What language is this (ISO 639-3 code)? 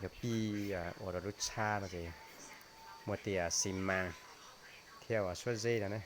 hmn